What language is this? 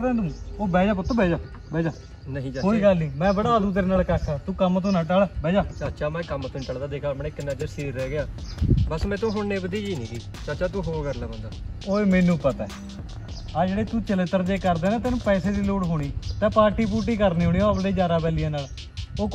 Punjabi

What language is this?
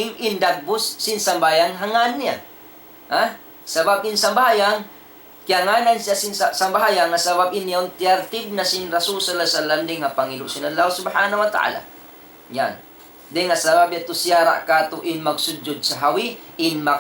Tausug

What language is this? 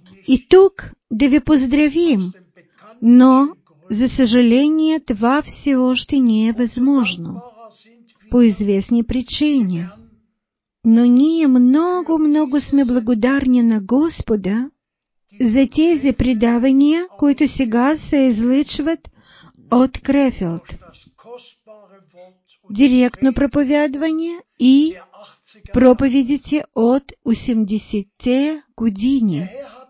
Bulgarian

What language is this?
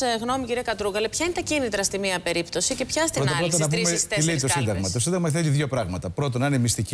Greek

